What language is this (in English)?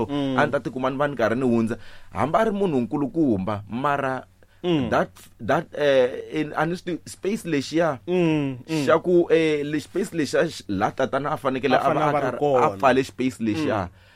Tsonga